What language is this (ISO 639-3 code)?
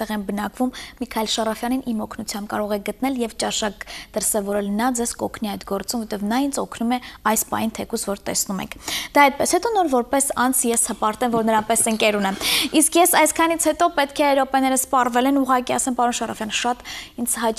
hye